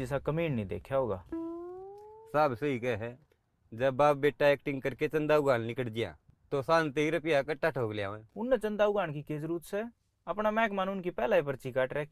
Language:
Haryanvi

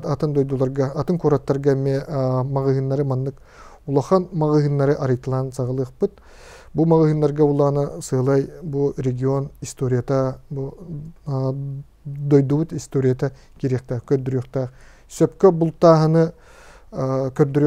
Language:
Yakut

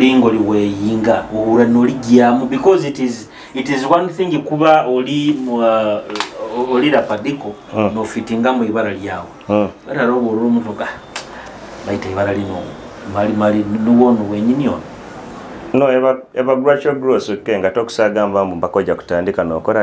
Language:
Nyoro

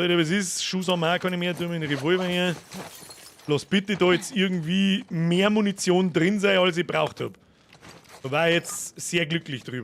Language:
Bavarian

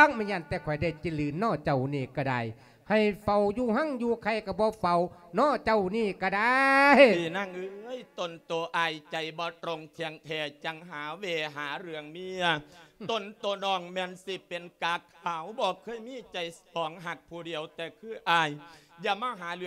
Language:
Lao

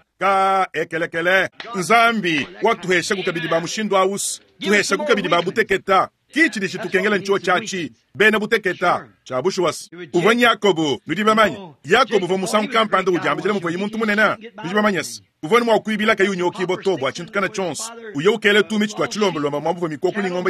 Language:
Luba-Lulua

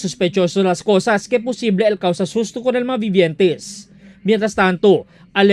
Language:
Chavacano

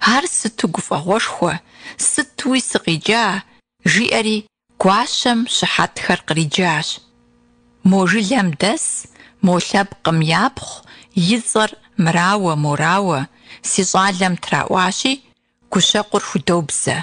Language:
Kabardian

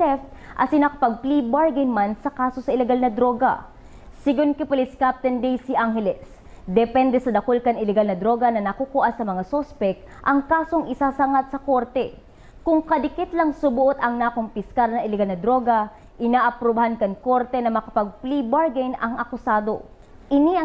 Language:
Bikol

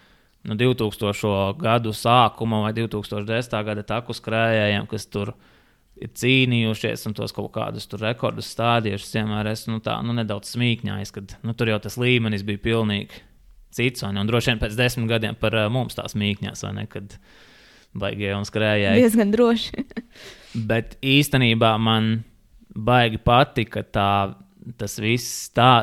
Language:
Latvian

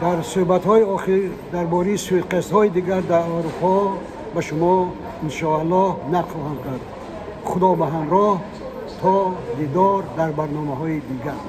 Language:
Tajik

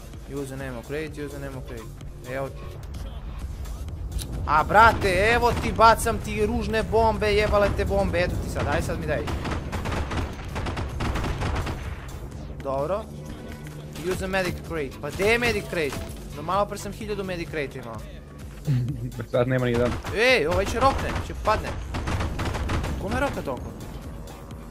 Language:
Serbian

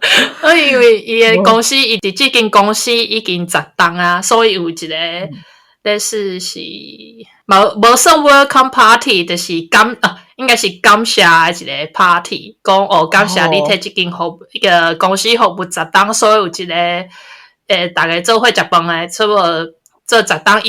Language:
Min Nan Chinese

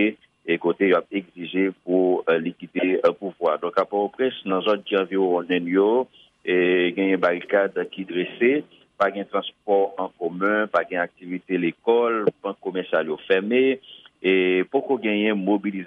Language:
Haitian Creole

